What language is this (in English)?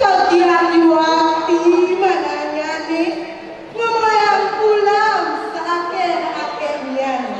Balinese